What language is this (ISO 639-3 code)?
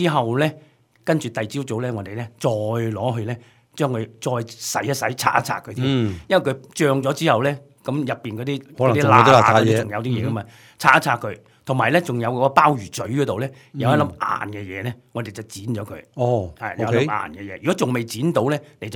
yue